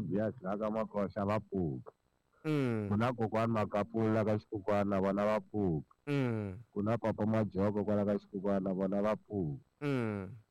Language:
Tsonga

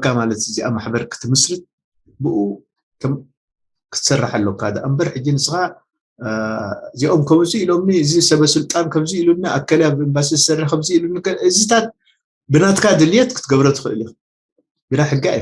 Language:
Tigrinya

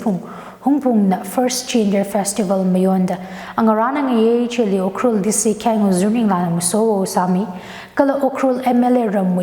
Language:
Tangkhul Naga (India)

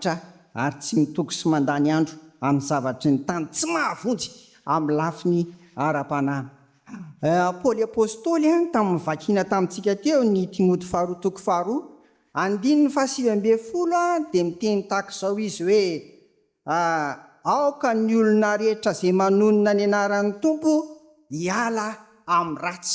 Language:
Malagasy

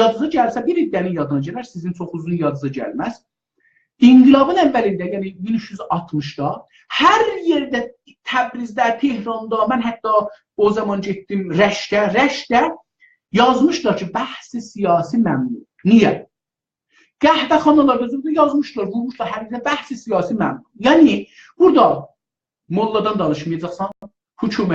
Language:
South Azerbaijani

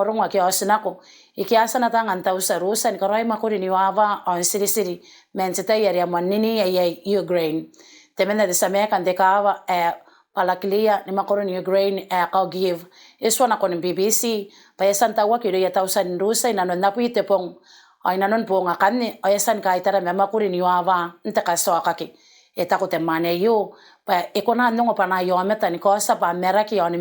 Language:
Gilbertese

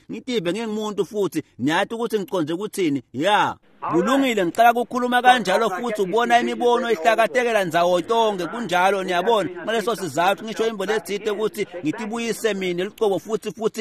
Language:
Swati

